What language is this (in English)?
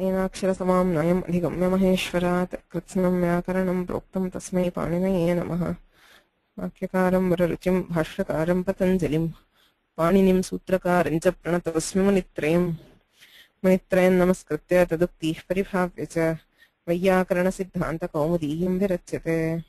Sanskrit